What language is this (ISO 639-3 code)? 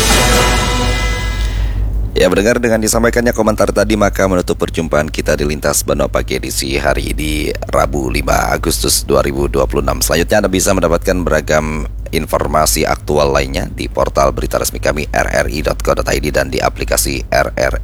ind